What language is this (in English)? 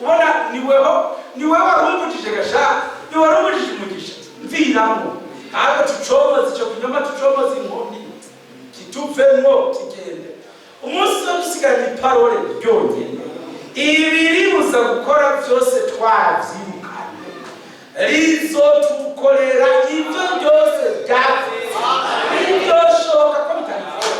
Rundi